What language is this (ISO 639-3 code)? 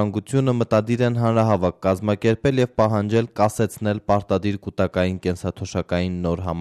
hye